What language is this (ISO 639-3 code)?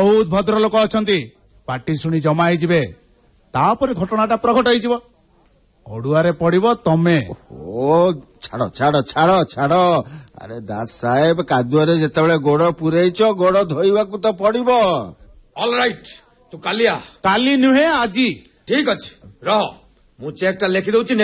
ori